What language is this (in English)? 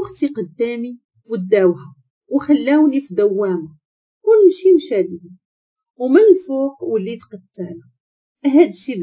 Moroccan Arabic